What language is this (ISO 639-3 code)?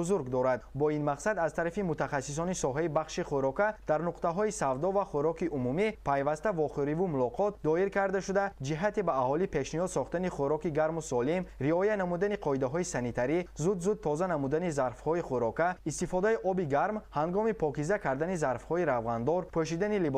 tgk